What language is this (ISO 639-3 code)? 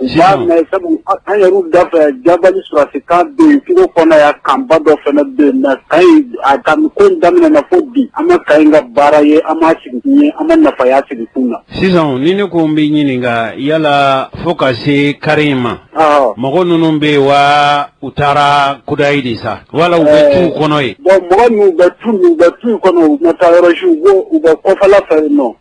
bam